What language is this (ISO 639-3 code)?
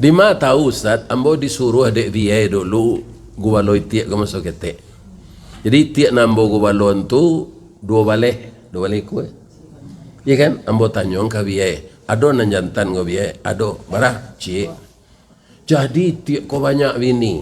min